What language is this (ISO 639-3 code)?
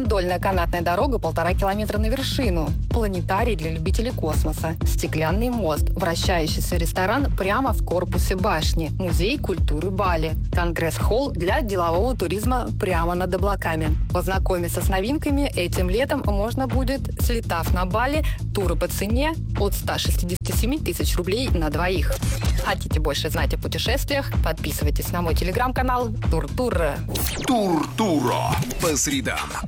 rus